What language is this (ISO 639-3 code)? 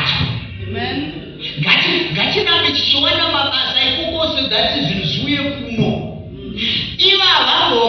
sna